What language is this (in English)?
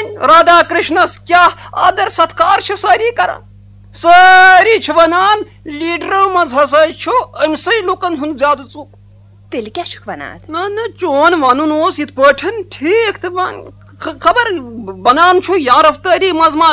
Kashmiri